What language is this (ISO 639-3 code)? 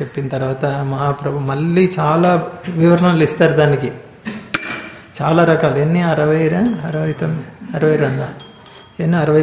tel